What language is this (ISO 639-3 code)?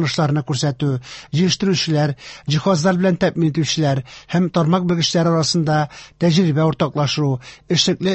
tat